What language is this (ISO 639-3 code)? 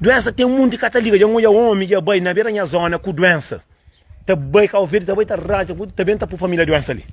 kea